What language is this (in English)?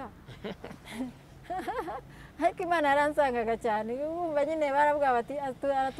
Kinyarwanda